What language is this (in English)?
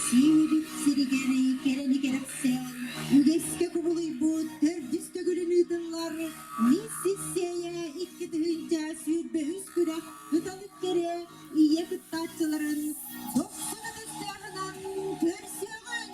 Yakut